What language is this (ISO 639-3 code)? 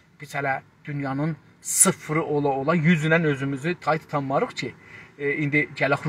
azb